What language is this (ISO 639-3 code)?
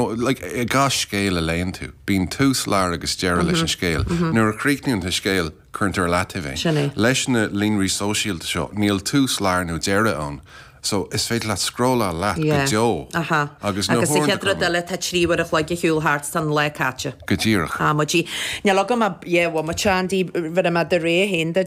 gle